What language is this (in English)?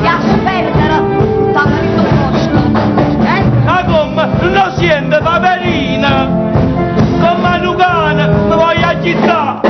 Neapolitan